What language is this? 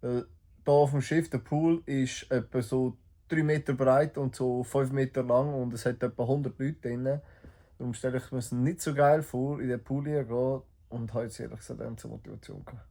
Swiss German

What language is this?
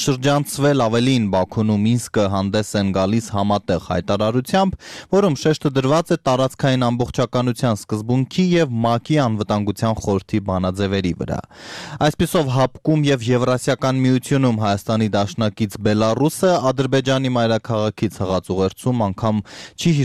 Armenian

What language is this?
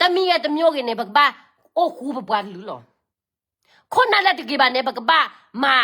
S'gaw Karen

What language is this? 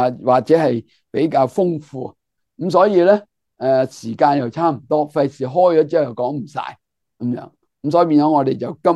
Cantonese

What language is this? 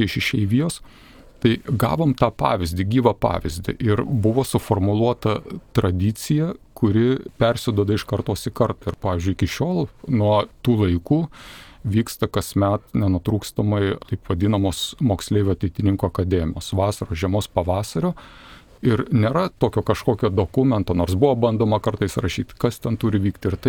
Lithuanian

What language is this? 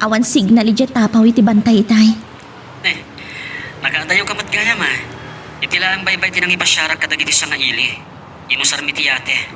Iloko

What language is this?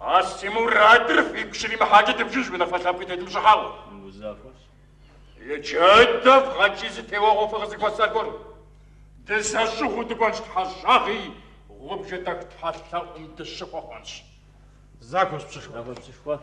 Kabardian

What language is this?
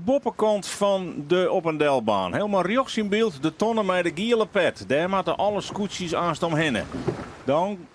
Western Frisian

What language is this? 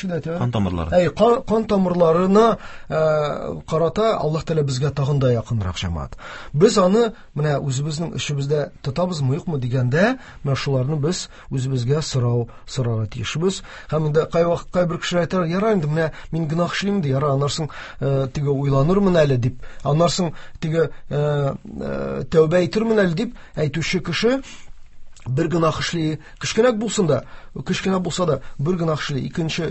Tatar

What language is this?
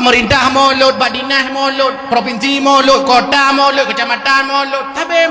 Achinese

